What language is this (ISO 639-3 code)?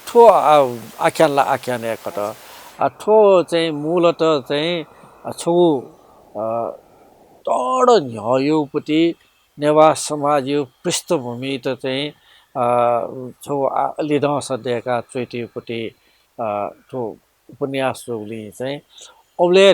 new